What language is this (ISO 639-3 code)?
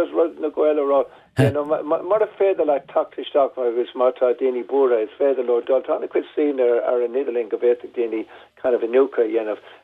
gle